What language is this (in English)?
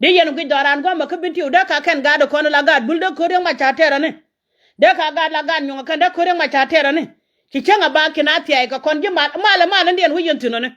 Nuer